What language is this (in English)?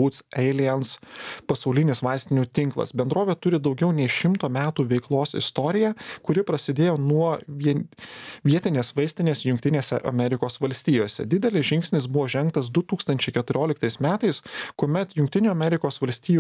Lithuanian